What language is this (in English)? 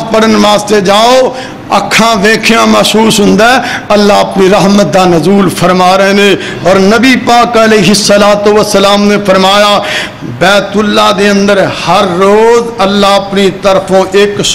Western Panjabi